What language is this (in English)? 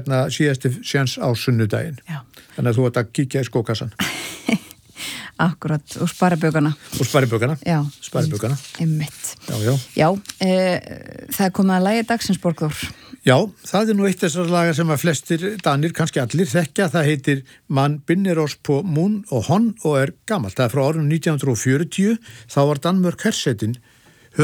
Icelandic